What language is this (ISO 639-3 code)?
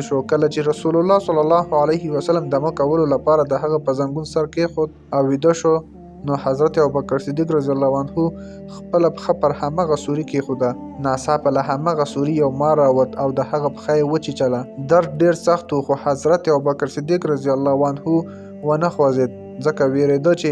pus